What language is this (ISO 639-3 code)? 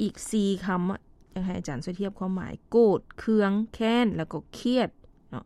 lao